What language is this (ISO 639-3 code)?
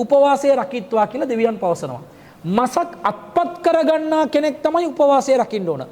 sin